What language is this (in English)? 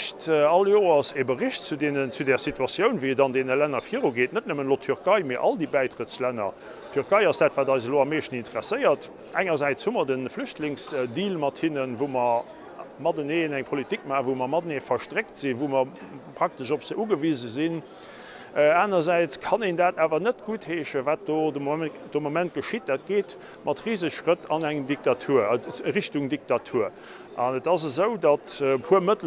Luxembourgish